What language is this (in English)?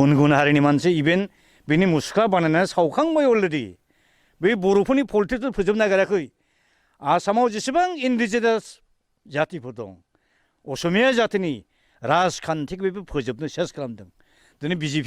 Bodo